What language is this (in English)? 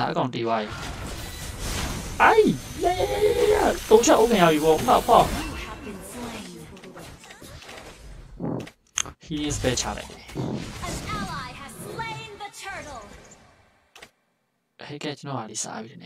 Burmese